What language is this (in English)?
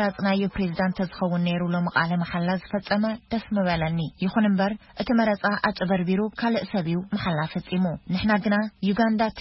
Tigrinya